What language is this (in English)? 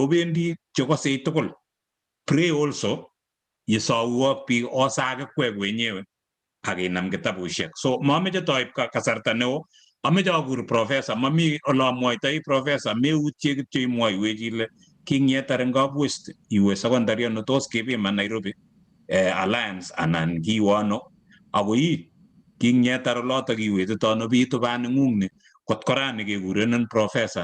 Kalenjin